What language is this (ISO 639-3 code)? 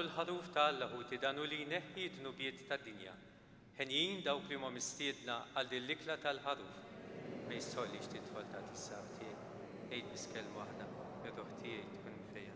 mlt